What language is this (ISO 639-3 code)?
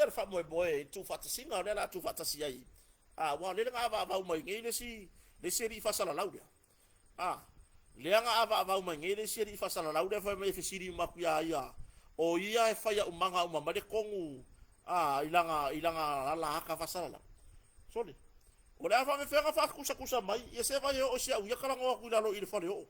smo